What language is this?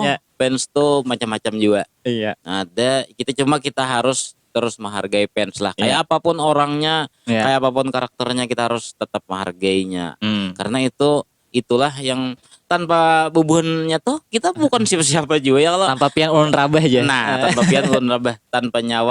Banjar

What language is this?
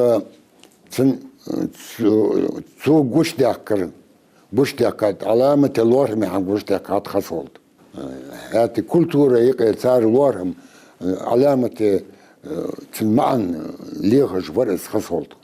Ingush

